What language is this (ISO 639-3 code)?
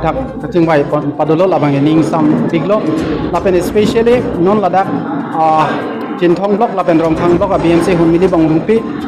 mjw